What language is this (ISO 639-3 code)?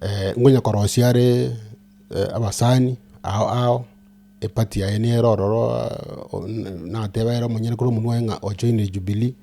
guz